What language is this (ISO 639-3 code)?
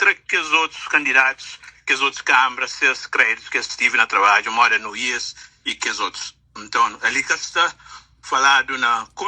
kea